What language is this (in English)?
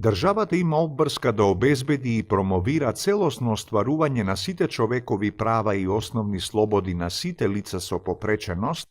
Macedonian